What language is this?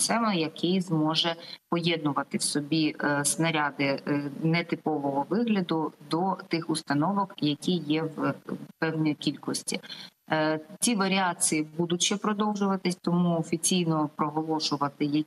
Ukrainian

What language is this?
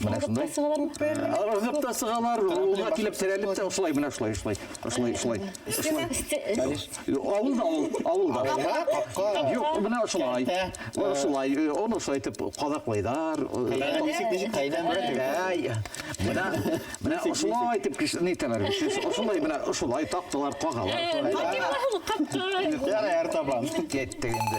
Bashkir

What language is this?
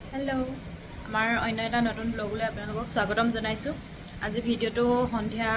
Assamese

